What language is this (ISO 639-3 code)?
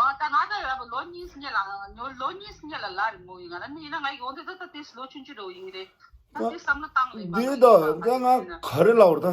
bod